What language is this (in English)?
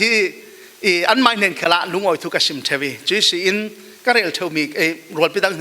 Falam Chin